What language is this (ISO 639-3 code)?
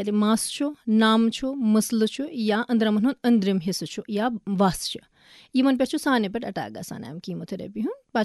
kas